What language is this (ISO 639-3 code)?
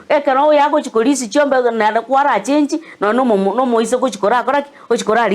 guz